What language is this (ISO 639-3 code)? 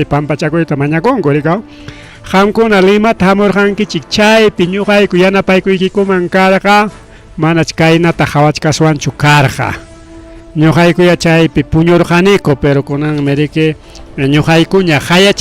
quy